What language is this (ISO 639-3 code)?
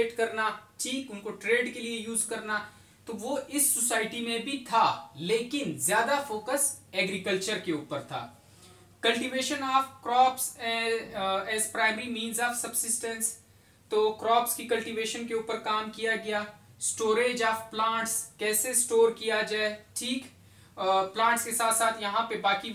hin